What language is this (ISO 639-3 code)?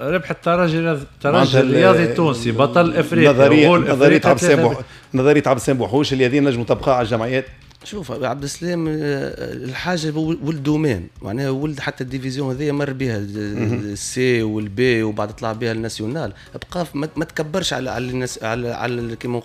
aeb